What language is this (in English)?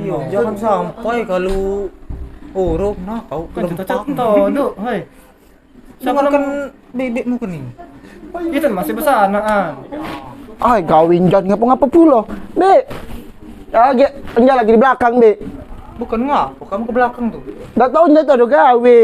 Musi